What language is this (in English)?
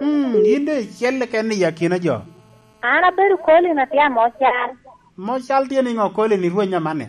Lango (Uganda)